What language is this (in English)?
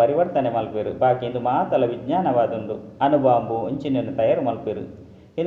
Tulu